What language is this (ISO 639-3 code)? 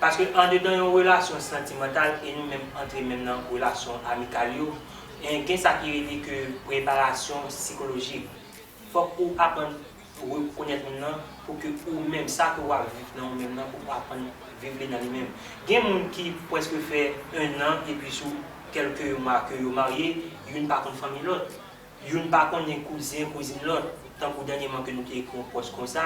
hat